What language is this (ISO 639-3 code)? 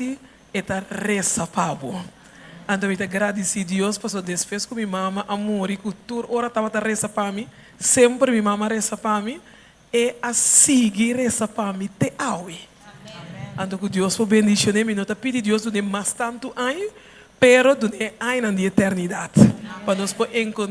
pap